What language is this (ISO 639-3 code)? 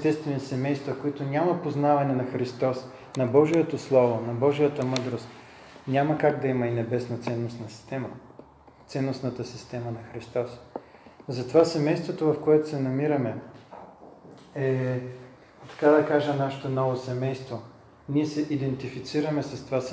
bul